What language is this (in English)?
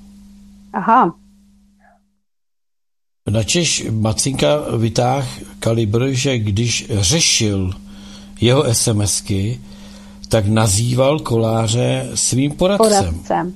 Czech